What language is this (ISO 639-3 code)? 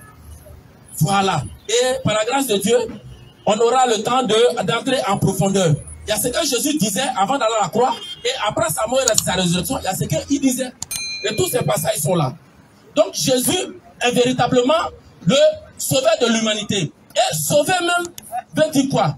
fra